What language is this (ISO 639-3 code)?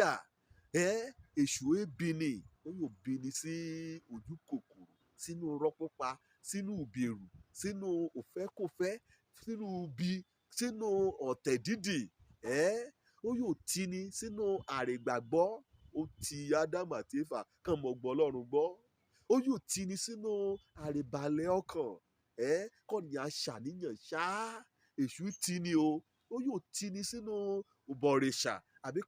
yor